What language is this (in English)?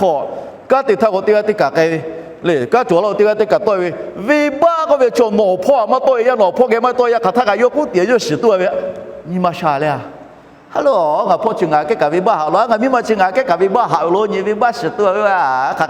Lahu